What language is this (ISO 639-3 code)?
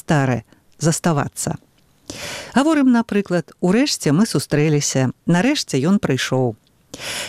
bel